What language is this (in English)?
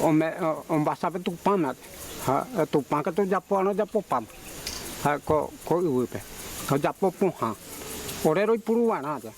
Mbyá Guaraní